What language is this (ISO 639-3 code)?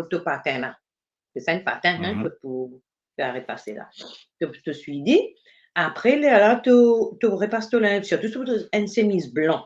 mfe